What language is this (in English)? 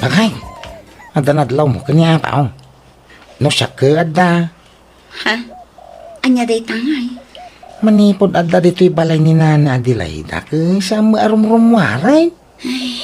Iloko